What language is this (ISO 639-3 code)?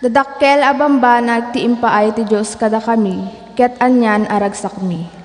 ilo